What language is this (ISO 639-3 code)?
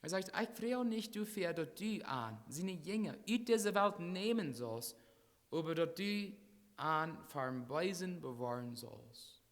pdt